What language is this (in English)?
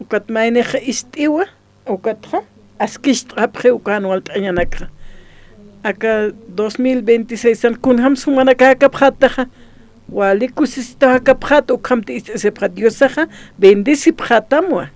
Aymara